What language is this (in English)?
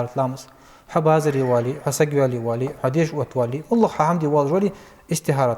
Ingush